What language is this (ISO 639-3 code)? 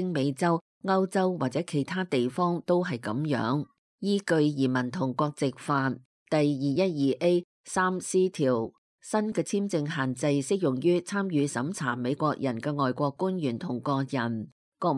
yue